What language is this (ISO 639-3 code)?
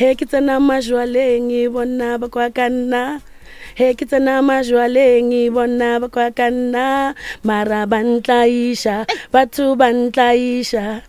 nso